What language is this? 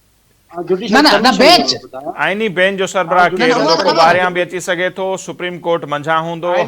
Sindhi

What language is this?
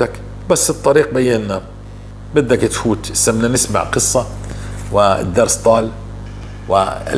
North Levantine Arabic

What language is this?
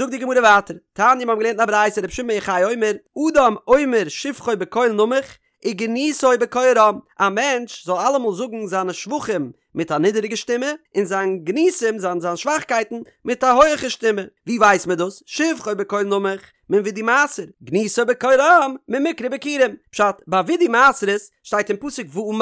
Yiddish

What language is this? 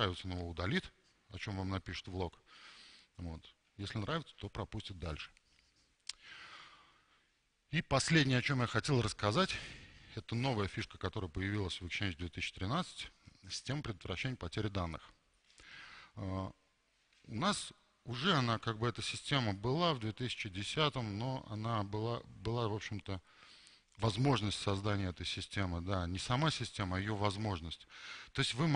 Russian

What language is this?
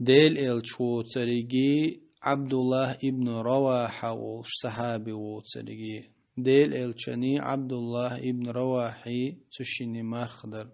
Chechen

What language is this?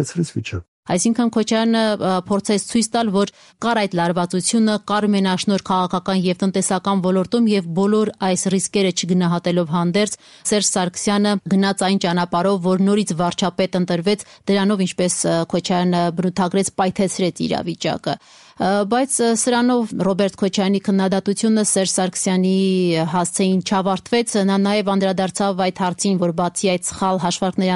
Armenian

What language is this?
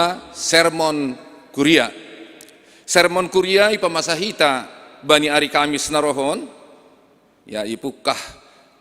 Batak Simalungun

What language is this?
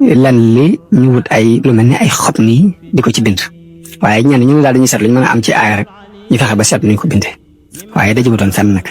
Wolof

